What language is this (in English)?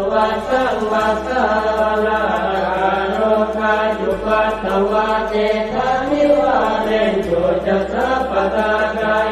Pali